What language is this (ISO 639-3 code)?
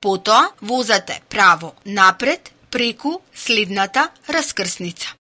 mkd